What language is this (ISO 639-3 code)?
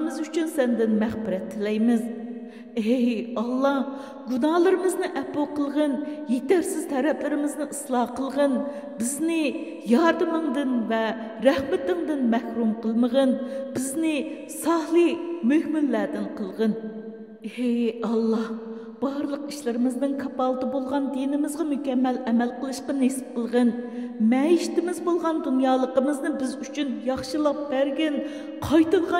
uig